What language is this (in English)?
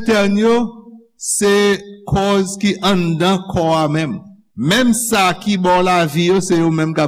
Haitian Creole